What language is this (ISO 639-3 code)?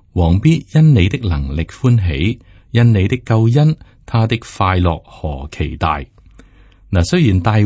yue